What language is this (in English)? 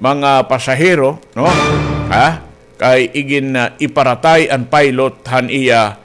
Waray